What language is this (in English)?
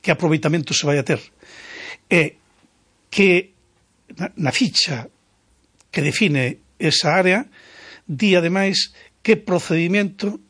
Galician